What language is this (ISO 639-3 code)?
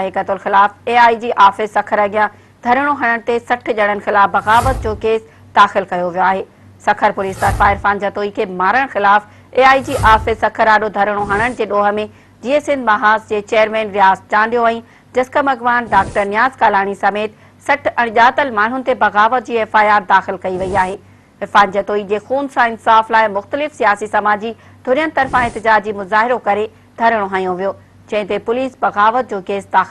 snd